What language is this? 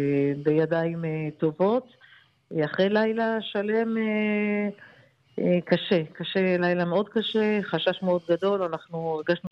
Hebrew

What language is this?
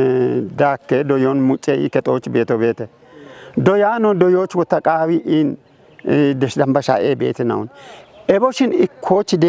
Kafa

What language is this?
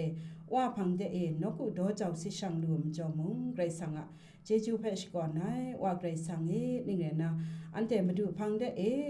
Kachin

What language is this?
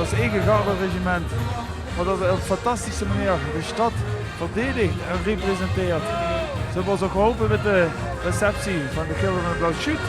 Limburgish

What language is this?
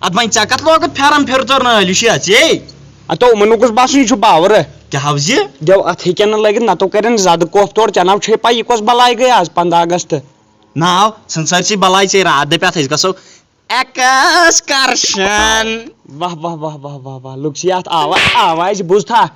Kashmiri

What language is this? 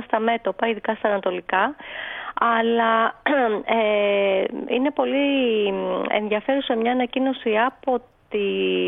Greek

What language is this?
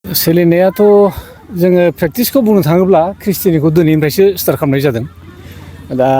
Bodo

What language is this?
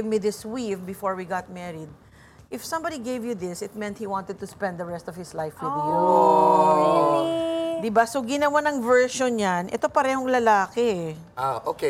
Filipino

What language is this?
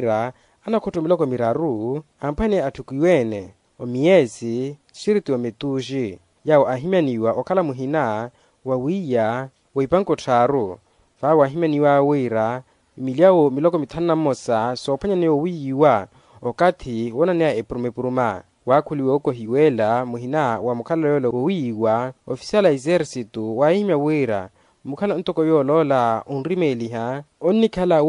Makhuwa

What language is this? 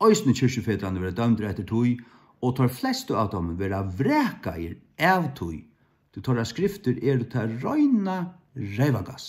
Faroese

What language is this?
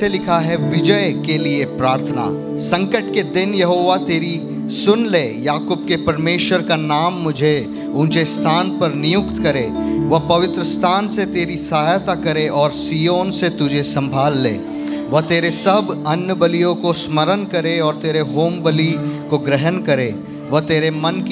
Hindi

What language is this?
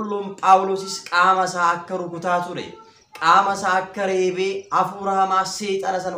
Oromo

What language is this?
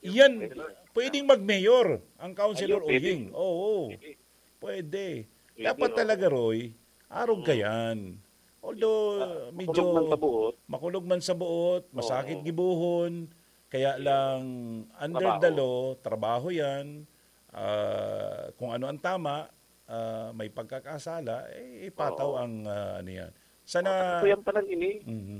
Bikol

